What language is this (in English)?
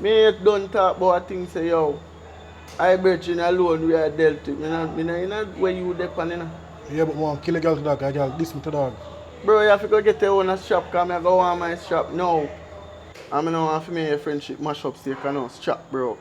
Jamaican Creole English